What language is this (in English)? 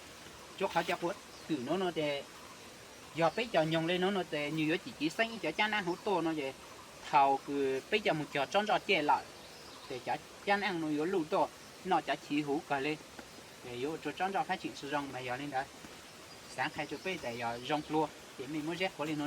Hmong